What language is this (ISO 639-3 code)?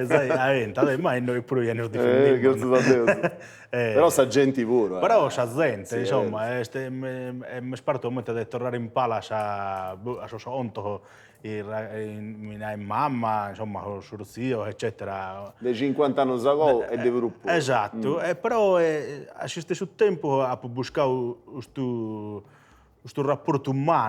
srd